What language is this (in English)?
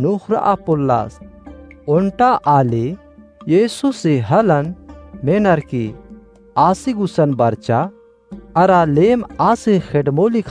Kurukh